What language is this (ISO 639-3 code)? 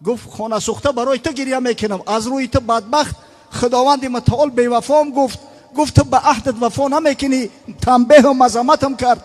tgk